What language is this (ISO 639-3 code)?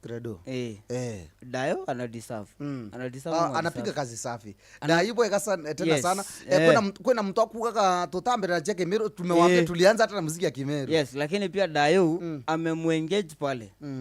mer